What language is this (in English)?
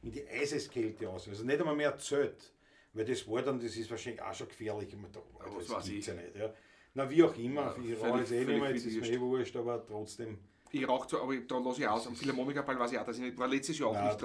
Bavarian